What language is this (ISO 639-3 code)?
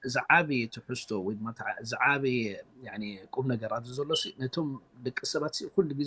tir